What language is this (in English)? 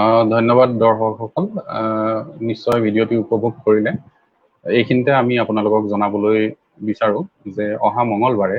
Assamese